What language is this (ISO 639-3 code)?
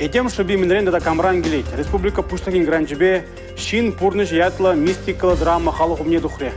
chv